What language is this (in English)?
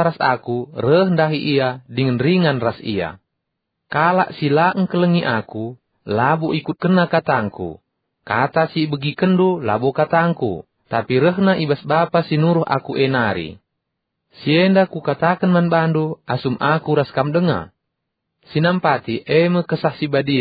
Batak Karo